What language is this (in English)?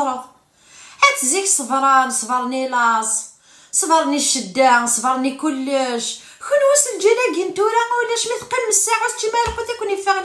Kabyle